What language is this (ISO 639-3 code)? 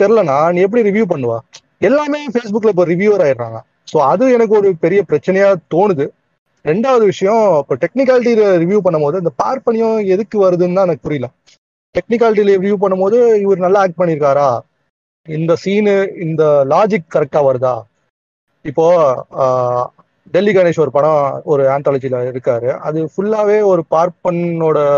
tam